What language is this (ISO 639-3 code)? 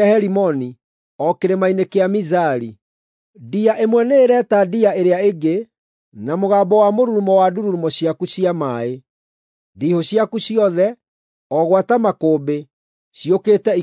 kik